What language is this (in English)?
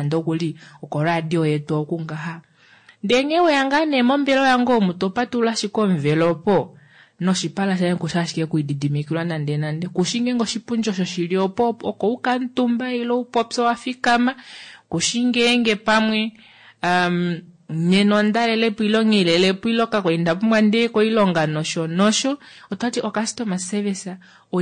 Kuanyama